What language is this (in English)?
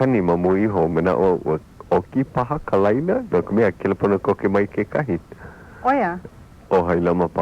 Hawaiian